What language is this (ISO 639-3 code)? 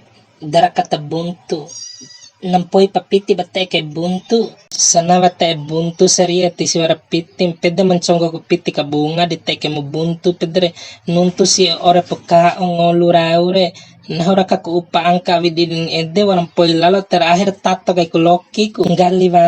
bhp